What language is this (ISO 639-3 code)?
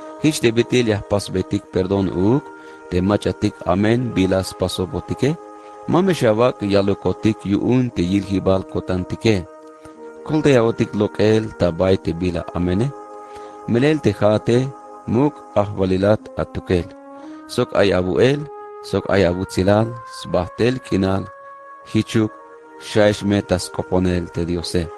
tzh